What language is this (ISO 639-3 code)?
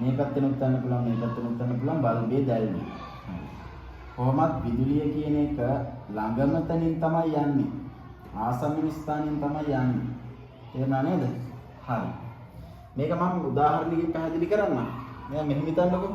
sin